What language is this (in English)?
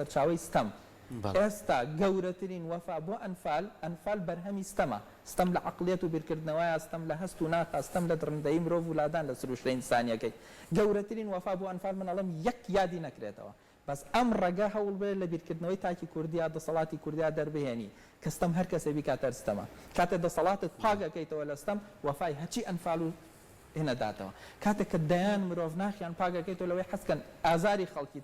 Central Kurdish